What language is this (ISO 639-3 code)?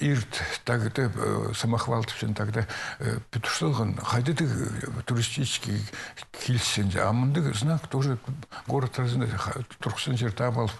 kjh